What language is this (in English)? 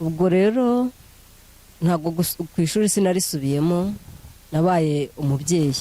Kinyarwanda